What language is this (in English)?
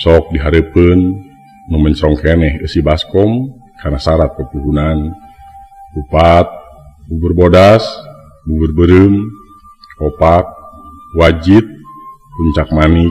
Sundanese